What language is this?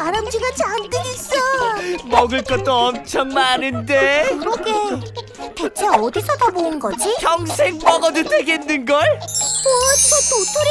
Korean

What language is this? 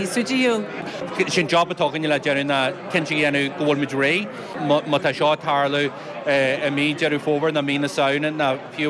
Irish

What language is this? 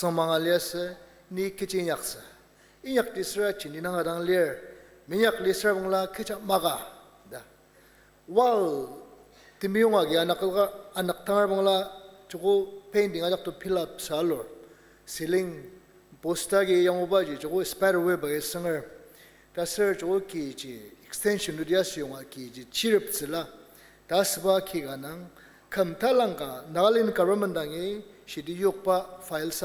Ao Naga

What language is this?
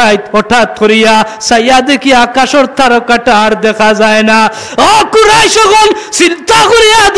Sylheti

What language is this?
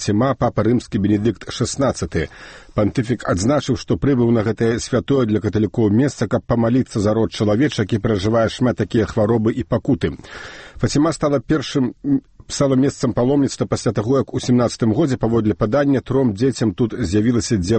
Belarusian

